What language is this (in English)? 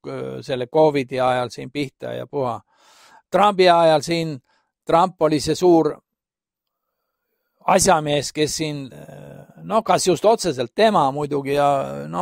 Estonian